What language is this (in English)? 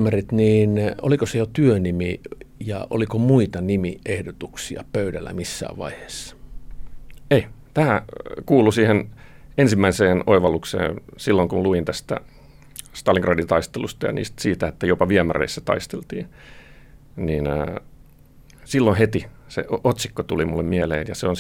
Finnish